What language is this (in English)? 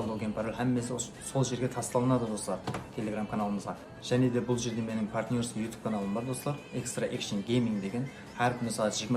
Kara-Kalpak